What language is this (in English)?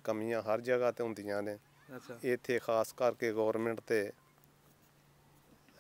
Punjabi